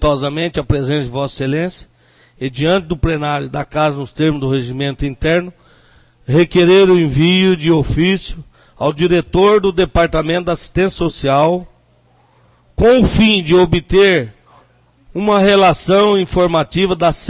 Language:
Portuguese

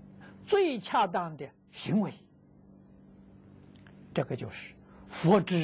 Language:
Chinese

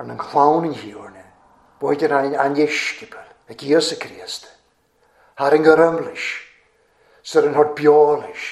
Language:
Welsh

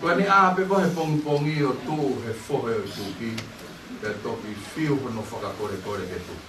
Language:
Tongan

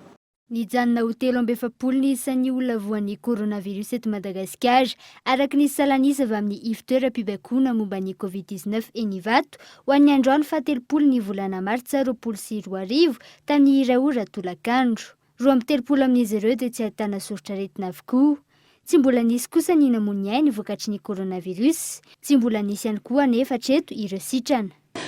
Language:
Malagasy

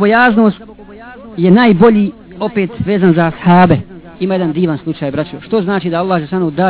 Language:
Bosnian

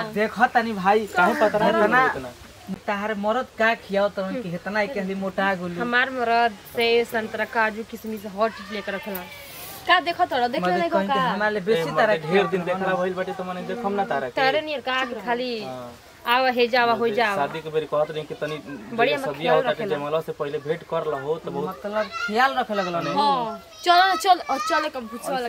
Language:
Bhojpuri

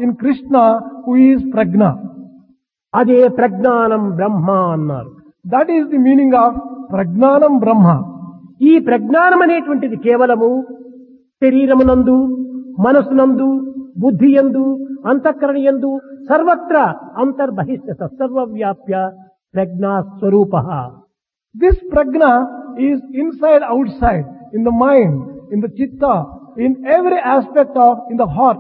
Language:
Telugu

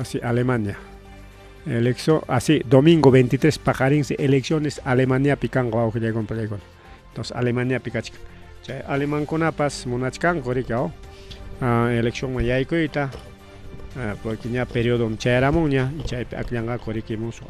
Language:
Ayacucho Quechua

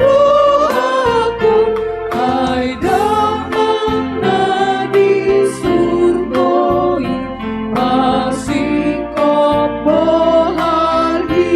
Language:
Batak Toba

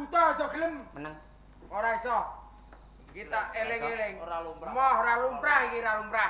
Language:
Javanese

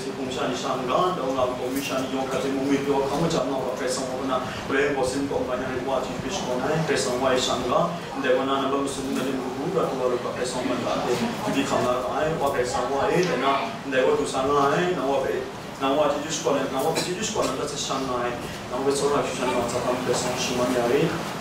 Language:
Kachin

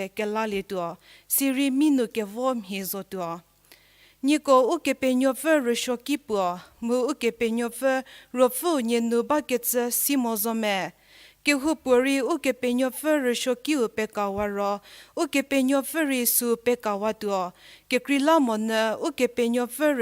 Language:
Angami Naga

